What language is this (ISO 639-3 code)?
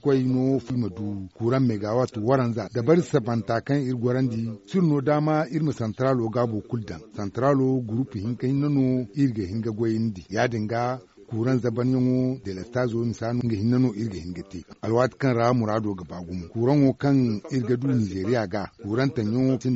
dje